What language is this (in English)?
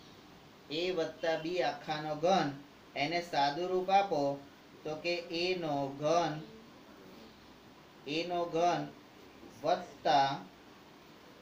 Gujarati